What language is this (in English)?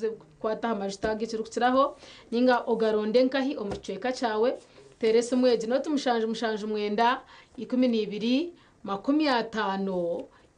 Nyankole